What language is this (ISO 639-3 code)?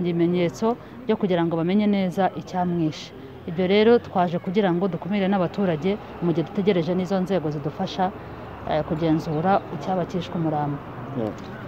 kin